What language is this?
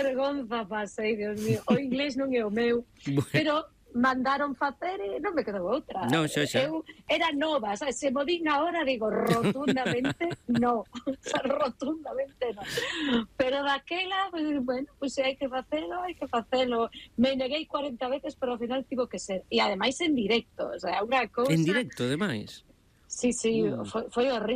Galician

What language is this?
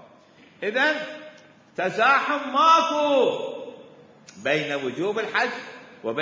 Mesopotamian Arabic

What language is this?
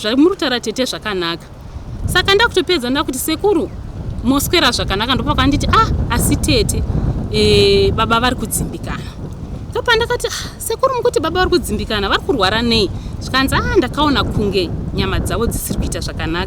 Shona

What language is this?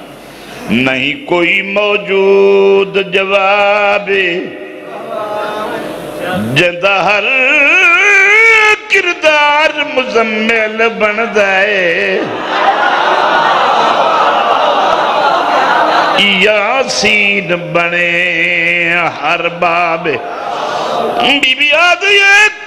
Urdu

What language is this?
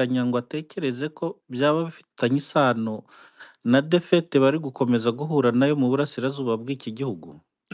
Kinyarwanda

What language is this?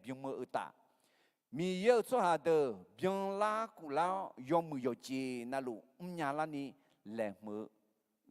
Akha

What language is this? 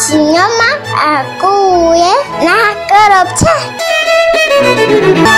Kinyarwanda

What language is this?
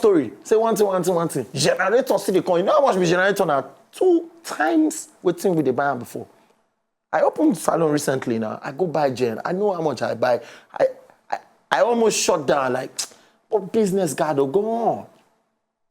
Nigerian Pidgin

